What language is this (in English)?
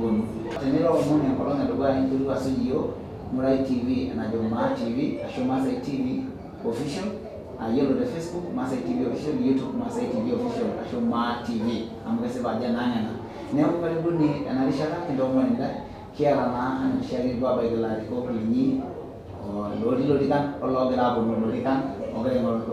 Masai